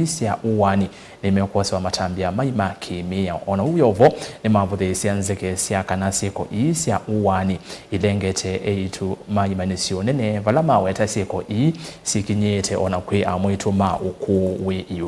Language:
Kamba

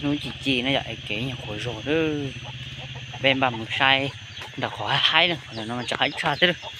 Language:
Hmong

